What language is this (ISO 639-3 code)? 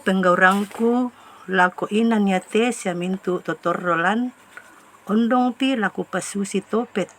sda